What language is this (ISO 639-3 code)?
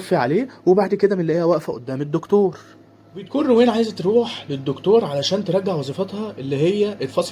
arz